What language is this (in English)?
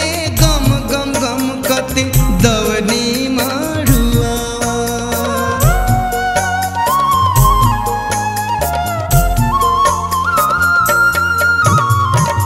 Bhojpuri